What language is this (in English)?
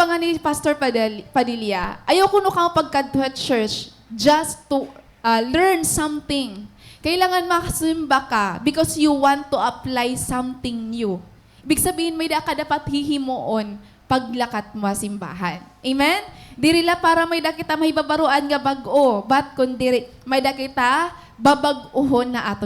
Waray